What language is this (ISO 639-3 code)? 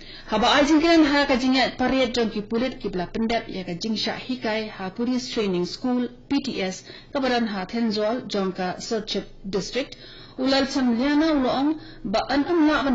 kha